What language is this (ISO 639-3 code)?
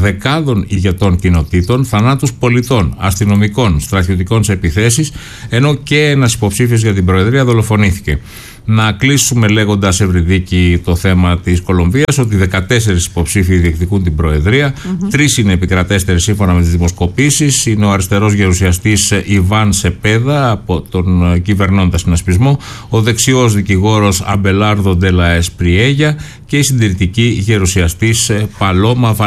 ell